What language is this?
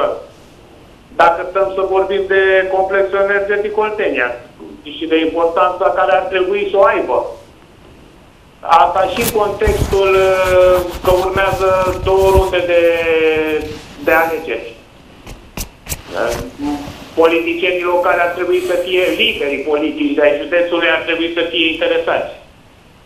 Romanian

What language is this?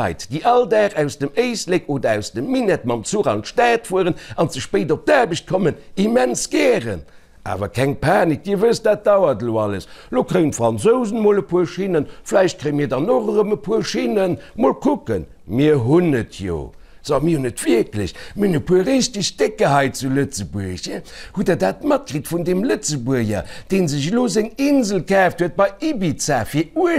Luxembourgish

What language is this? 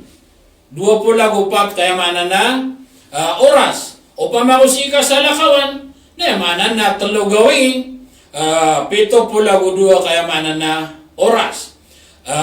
Maranao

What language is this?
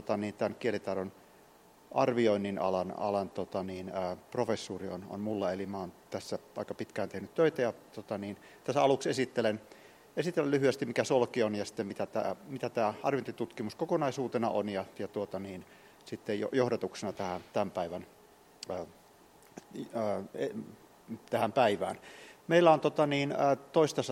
Finnish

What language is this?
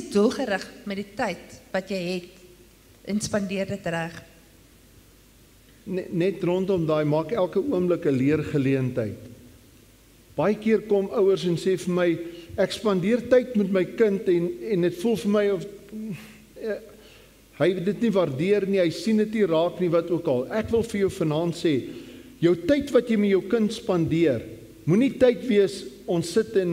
Afrikaans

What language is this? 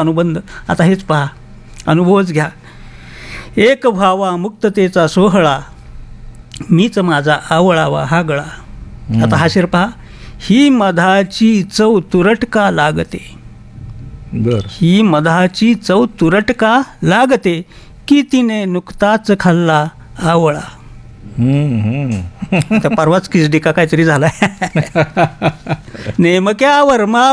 Marathi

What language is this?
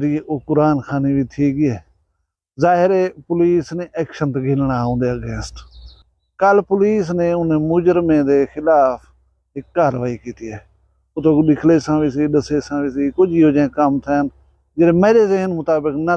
Saraiki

